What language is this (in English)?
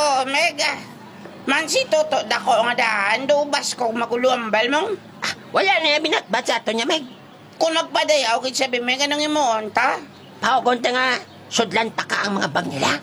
Hiligaynon